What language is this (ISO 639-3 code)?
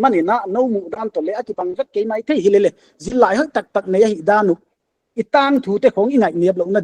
pck